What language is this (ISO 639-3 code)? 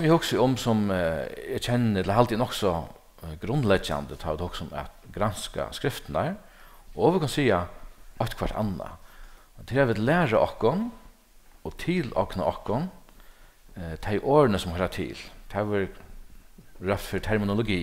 fao